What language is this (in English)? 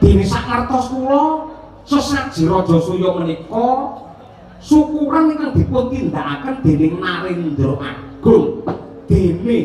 Javanese